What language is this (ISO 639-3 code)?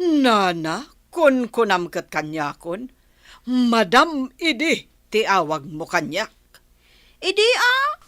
ilo